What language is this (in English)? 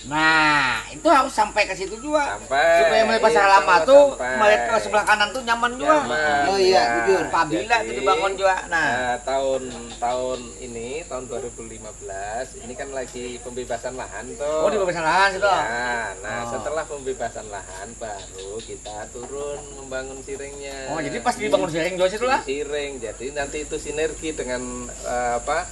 Banjar